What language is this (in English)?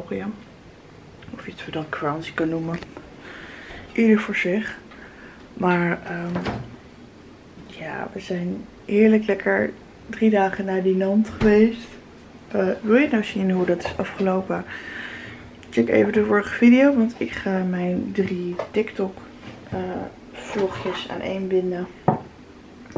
Dutch